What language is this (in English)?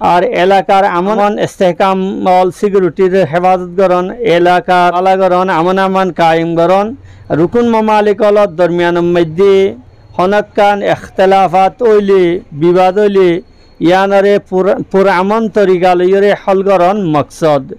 Rohingya